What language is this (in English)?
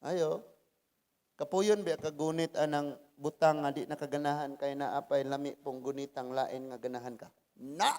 Cebuano